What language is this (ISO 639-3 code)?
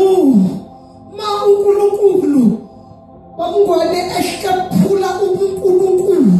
zul